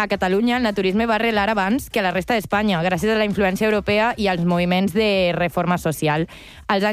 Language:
Catalan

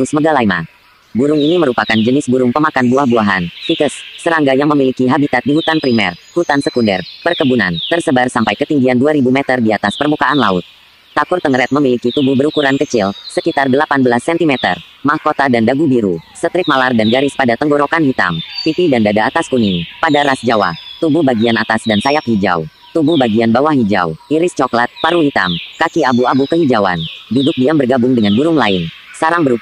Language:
Indonesian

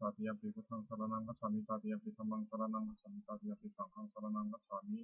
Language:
Pali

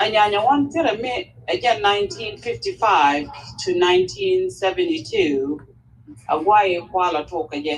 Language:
Nuer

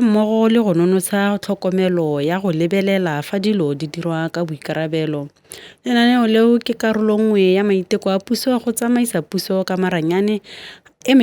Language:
Tswana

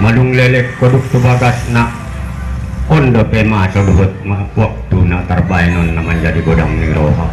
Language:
Batak Angkola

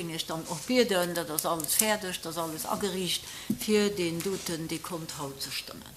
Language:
Luxembourgish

